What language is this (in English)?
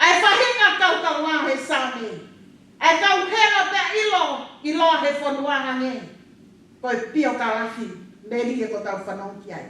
Tongan